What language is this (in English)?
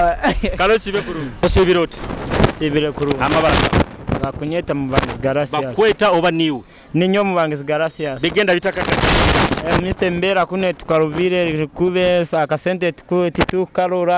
Nyoro